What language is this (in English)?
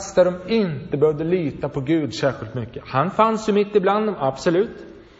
Swedish